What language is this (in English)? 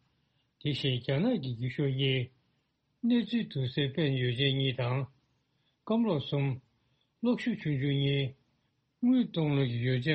Tibetan